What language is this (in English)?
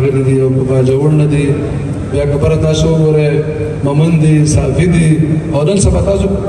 Pashto